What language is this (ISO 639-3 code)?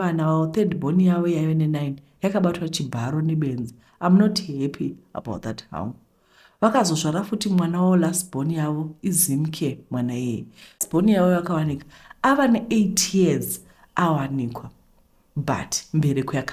sna